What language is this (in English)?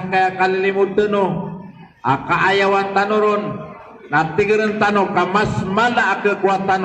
Maranao